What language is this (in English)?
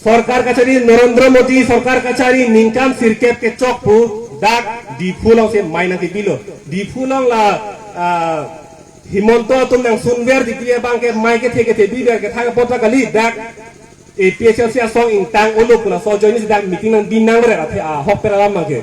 Karbi